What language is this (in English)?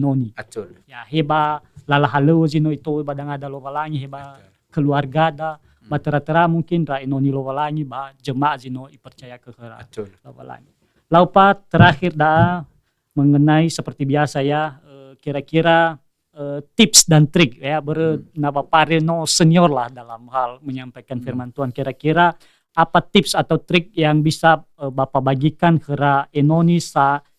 Nias